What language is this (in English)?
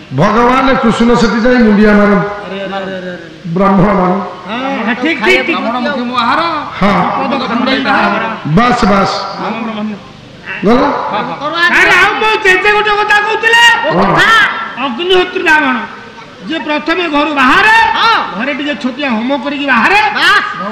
Odia